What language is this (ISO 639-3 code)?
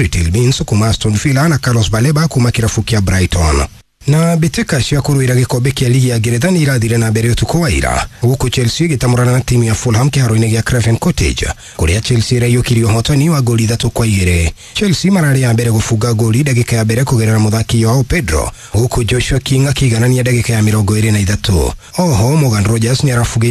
kik